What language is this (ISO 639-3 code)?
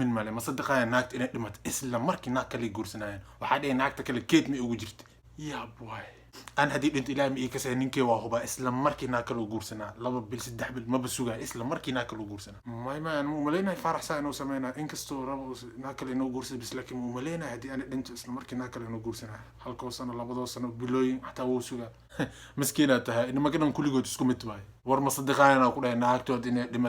som